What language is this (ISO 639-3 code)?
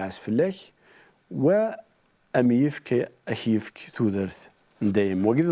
kab